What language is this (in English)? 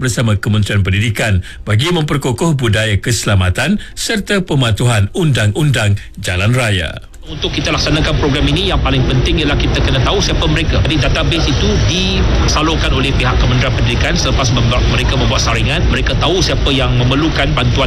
Malay